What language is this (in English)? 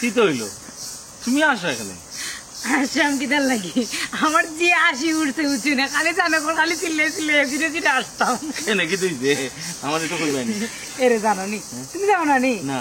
Sylheti